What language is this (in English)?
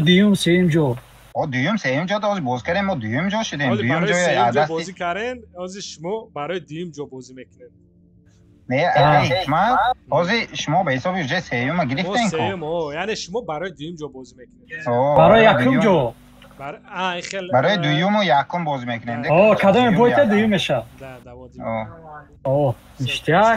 Tajik